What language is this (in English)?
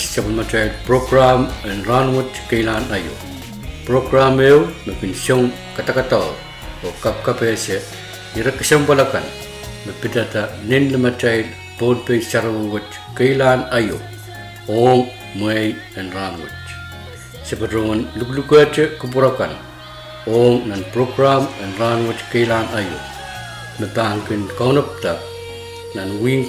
Pohnpeian